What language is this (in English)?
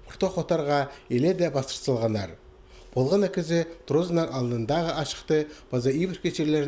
Khakas